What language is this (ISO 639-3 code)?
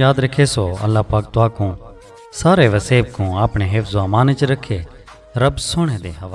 skr